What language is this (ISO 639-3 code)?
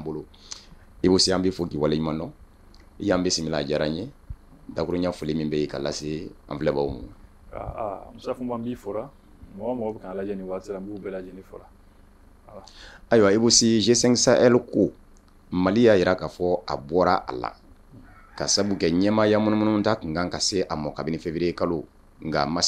bam